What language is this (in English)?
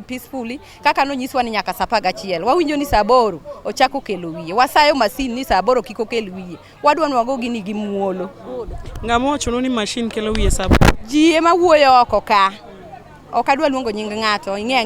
Luo (Kenya and Tanzania)